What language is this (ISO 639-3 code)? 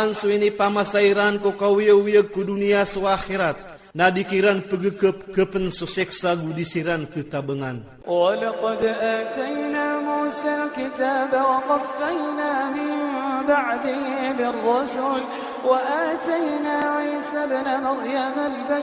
ilp